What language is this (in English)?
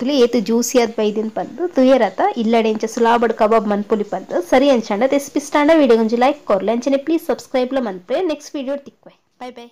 Tulu